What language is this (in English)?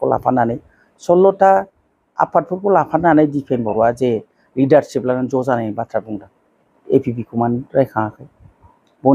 Bodo